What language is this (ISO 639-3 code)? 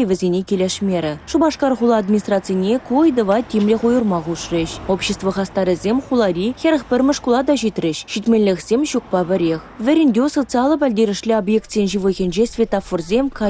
chv